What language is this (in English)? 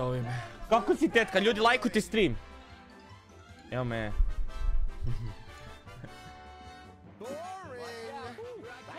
Croatian